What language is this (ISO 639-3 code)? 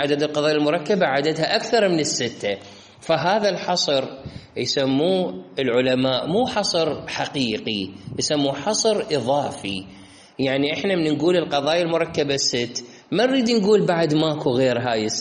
acm